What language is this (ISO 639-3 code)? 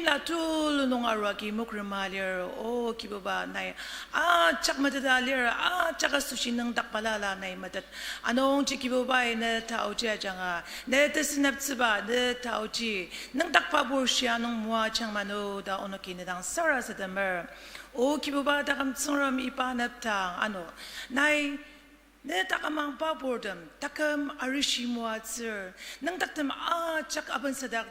njo